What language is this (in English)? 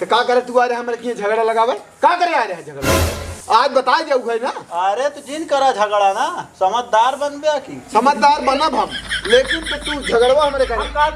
Awadhi